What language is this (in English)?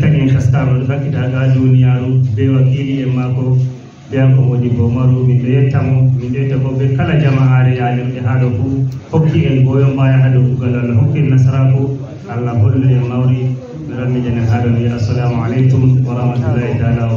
Fula